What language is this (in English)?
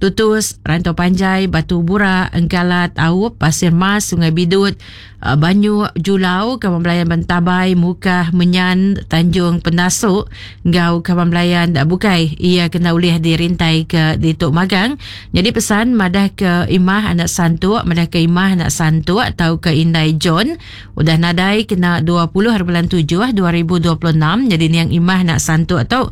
Iban